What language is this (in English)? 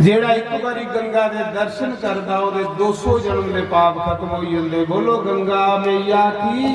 Dogri